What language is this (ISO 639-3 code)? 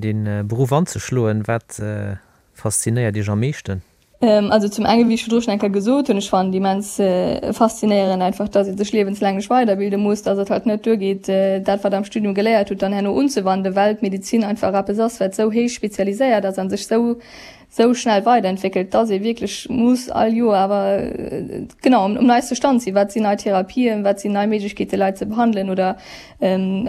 ltz